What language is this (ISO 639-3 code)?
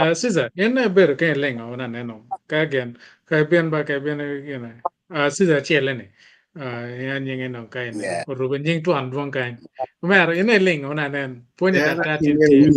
ach